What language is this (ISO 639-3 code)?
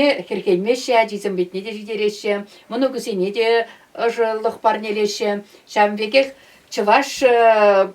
chv